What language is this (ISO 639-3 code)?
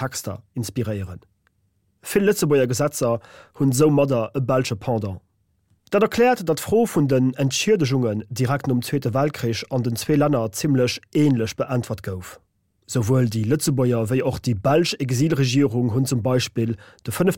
ltz